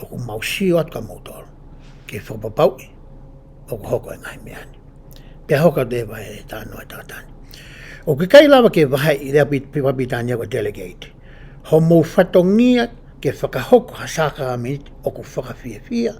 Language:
Tongan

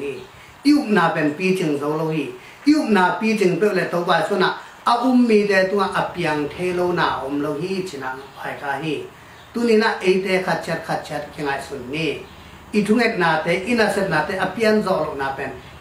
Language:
Tedim Chin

